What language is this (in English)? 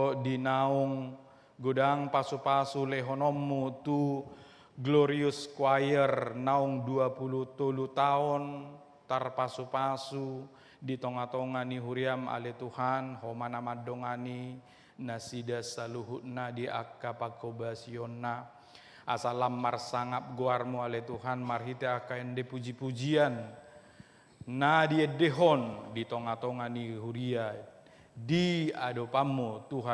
Batak Toba